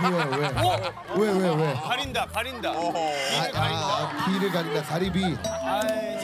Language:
Korean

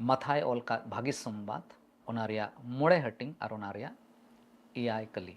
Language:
Santali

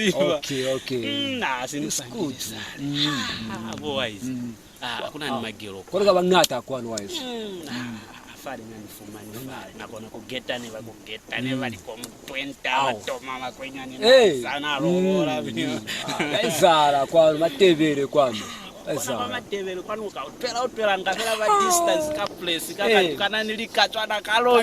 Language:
Lozi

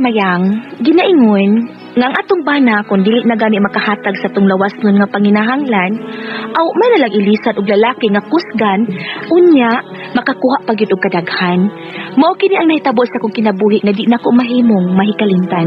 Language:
Cebuano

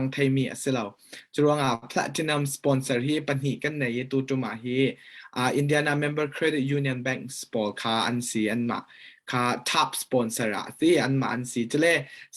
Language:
Falam Chin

